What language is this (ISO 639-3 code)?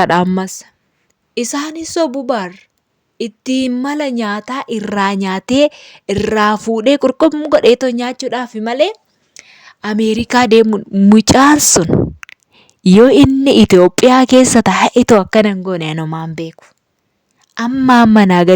orm